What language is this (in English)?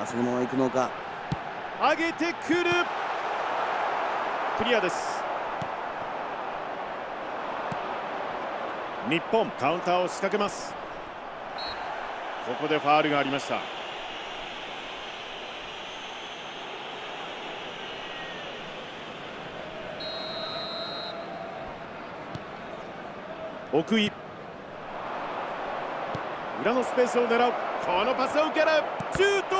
Japanese